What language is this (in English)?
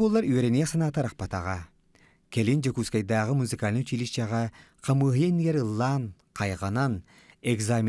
Yakut